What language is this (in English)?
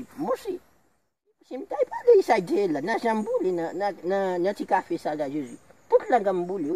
Haitian Creole